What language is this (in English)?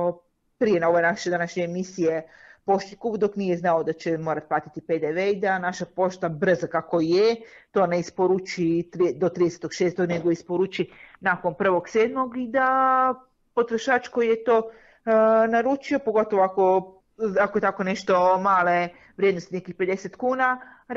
Croatian